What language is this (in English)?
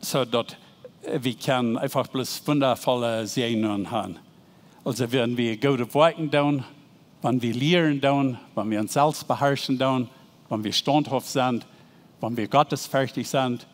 Plautdietsch